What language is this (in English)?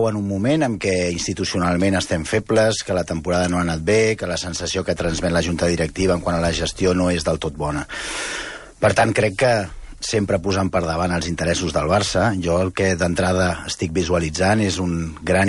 Catalan